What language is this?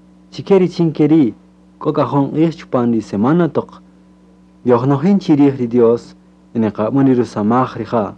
Kaqchikel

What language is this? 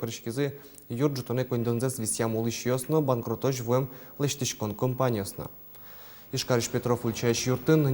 Udmurt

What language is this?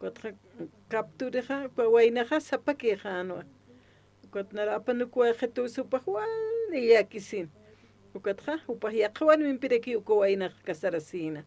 Aymara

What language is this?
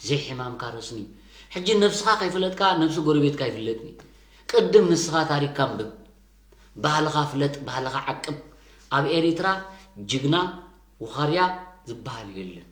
Tigrinya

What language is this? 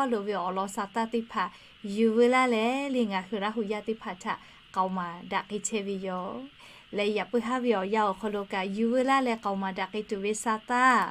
Lahu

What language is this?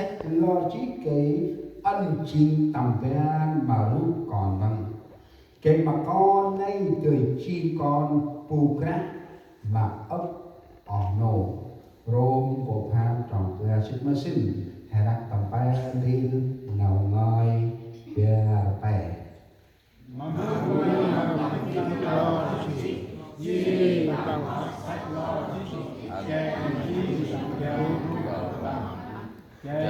Central Mnong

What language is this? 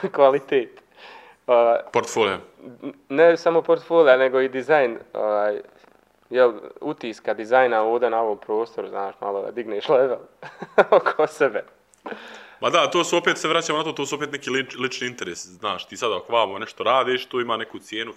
Croatian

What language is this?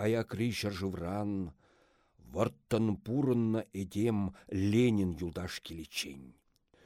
Chuvash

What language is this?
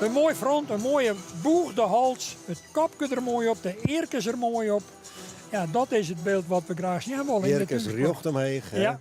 Western Frisian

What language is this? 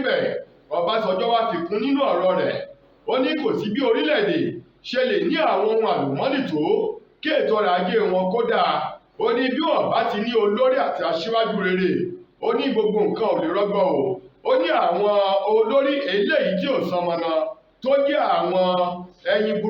Yoruba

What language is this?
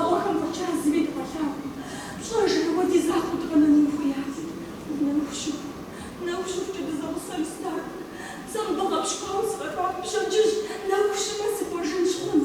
Kabardian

